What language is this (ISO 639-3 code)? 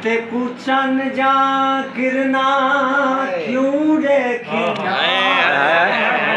skr